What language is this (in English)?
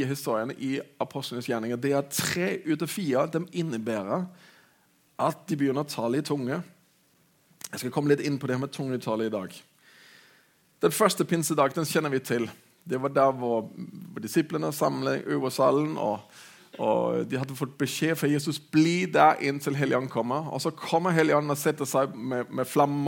Norwegian